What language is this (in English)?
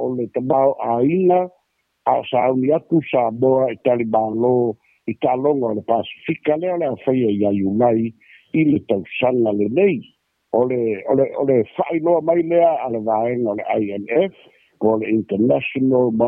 Samoan